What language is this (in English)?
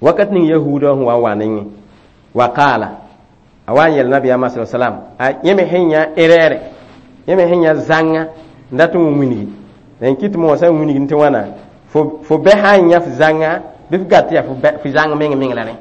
Mossi